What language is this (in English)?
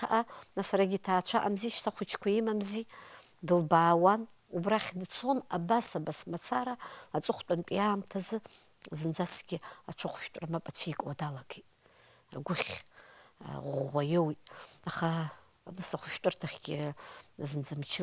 Abkhazian